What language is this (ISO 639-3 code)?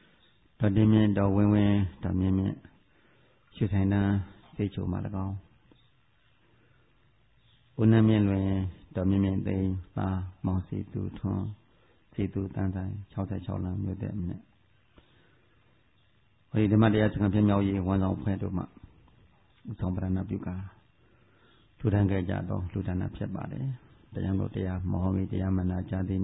mya